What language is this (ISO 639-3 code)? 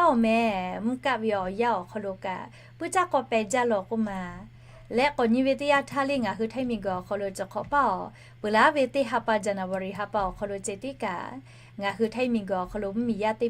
lhu